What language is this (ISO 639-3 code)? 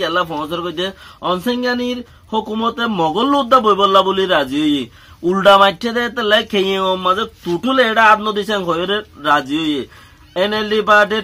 rhg